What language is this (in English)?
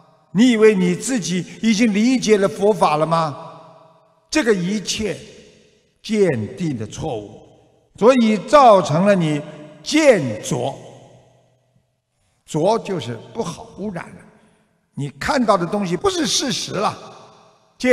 Chinese